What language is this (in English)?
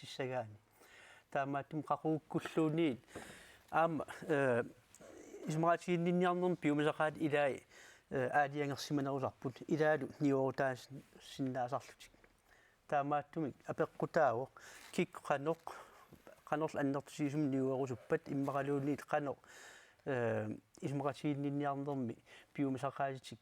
Kalaallisut